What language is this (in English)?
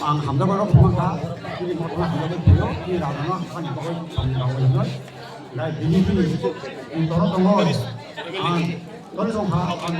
Kok Borok